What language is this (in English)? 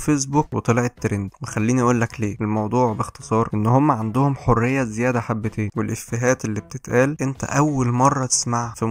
Egyptian Arabic